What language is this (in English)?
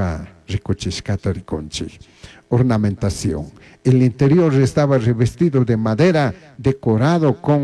Chimborazo Highland Quichua